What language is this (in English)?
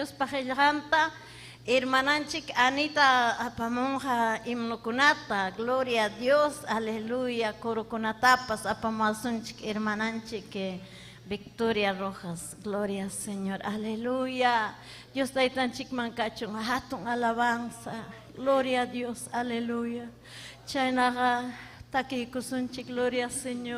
Ayacucho Quechua